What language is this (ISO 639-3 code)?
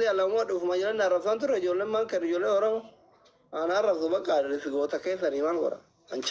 orm